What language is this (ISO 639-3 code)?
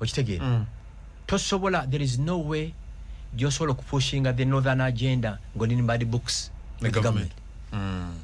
lug